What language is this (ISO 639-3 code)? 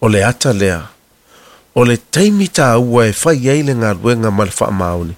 smo